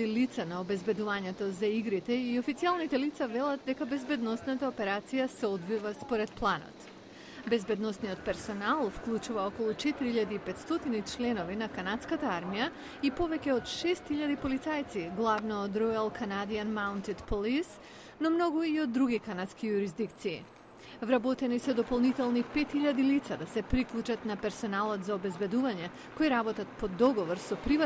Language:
Macedonian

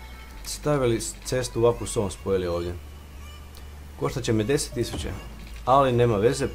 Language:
Croatian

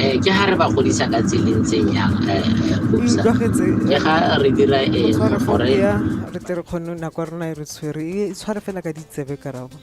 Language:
Tswana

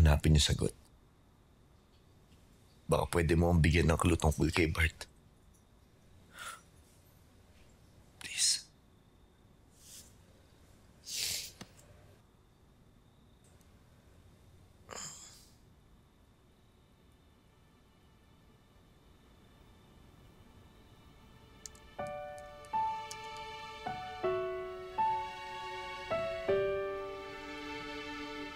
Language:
Filipino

